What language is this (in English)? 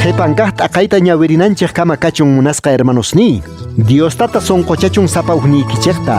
Quechua